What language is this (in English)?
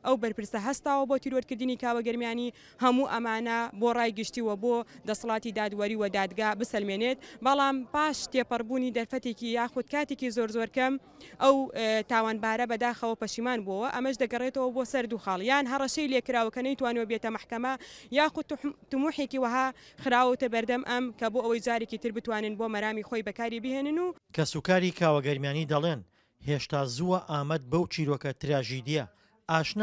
Central Kurdish